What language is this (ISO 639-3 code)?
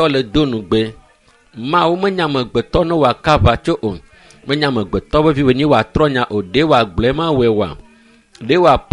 ewe